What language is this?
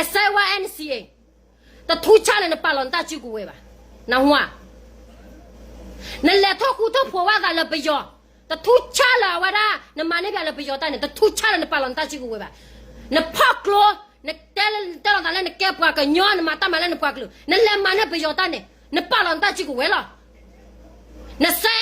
S'gaw Karen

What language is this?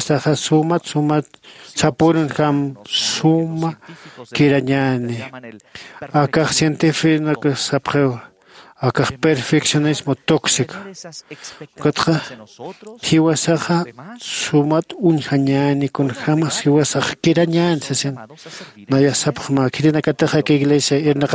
Aymara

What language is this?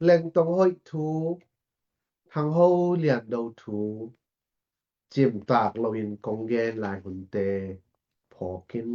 Tedim Chin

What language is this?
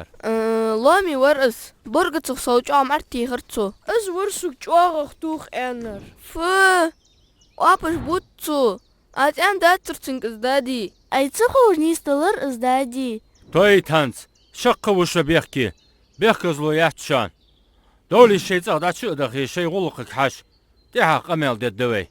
Ingush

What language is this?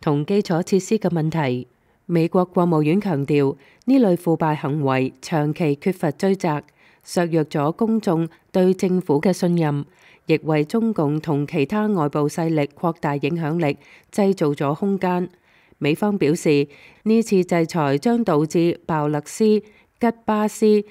Cantonese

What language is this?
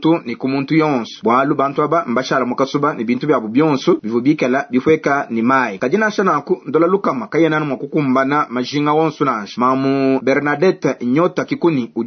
Luba-Lulua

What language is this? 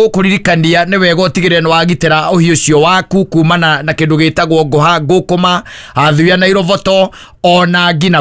Kikuyu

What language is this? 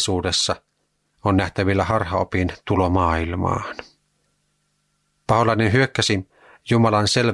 Finnish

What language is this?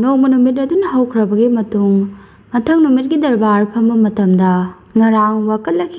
Manipuri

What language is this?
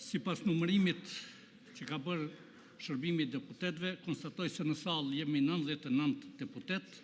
Albanian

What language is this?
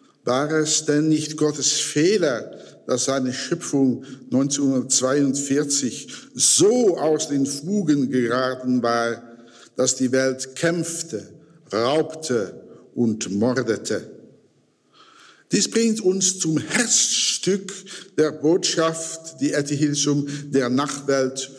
German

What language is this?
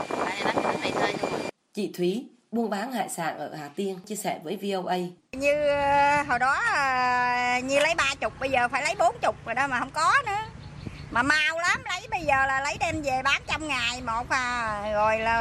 Vietnamese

